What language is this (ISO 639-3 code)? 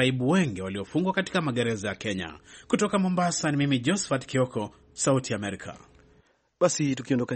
swa